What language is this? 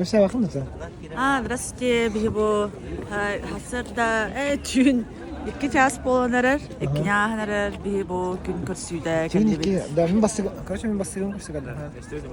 Yakut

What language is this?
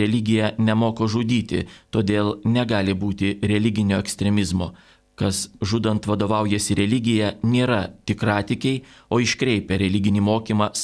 Lithuanian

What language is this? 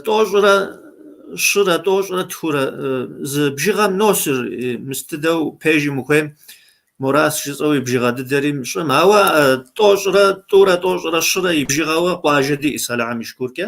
Kabardian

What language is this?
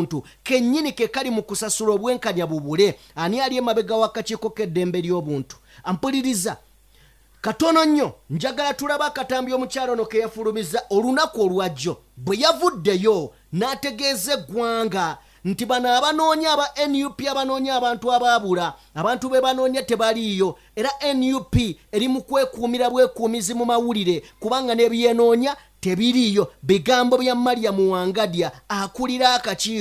Ganda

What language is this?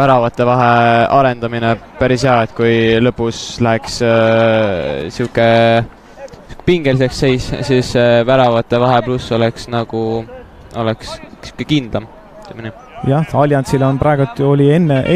Estonian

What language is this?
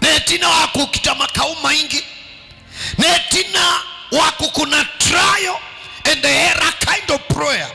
Kamba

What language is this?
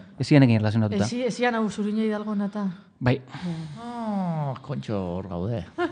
Basque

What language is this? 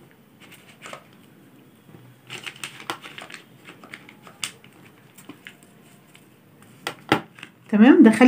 Egyptian Arabic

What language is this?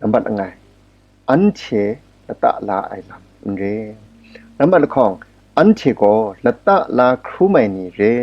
Kachin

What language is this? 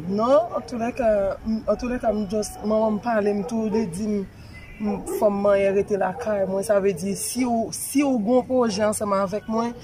Haitian Creole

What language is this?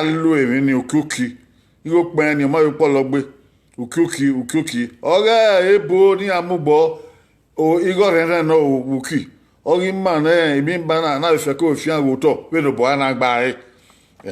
Bini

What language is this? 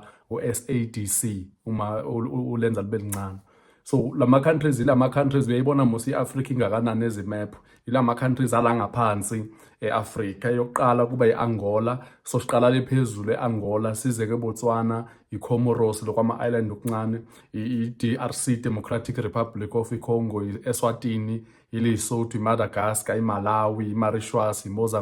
Zulu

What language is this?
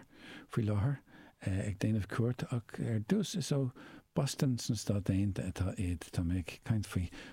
Irish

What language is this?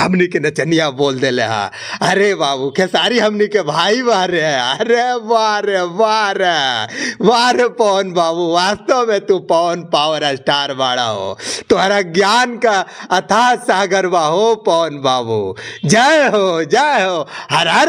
Bhojpuri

